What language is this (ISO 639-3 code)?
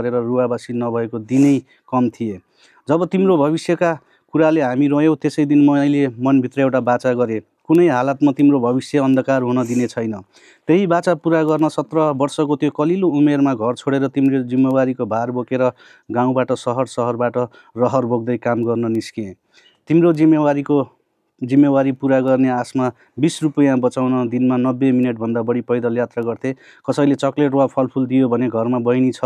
nep